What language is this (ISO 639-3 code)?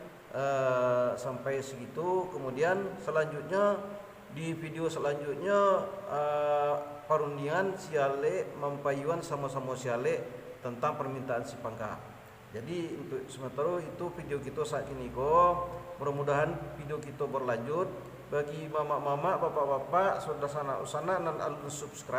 min